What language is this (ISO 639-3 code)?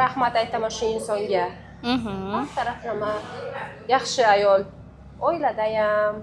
uzb